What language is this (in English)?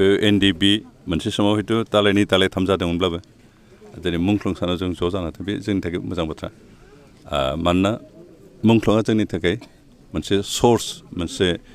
Bodo